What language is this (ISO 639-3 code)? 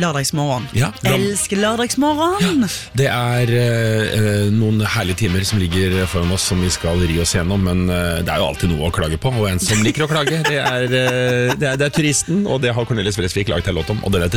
nor